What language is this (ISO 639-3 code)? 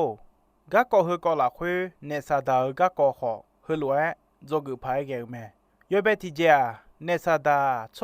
ahk